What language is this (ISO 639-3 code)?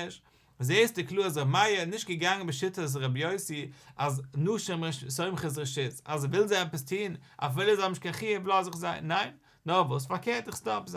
yid